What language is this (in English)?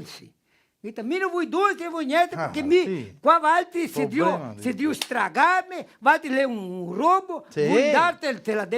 Venetian